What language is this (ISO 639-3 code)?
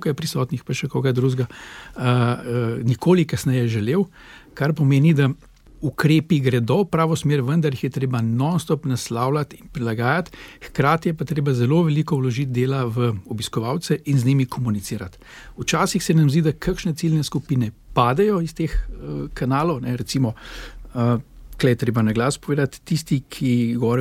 slv